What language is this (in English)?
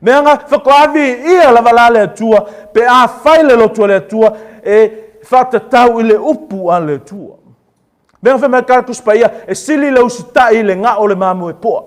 Samoan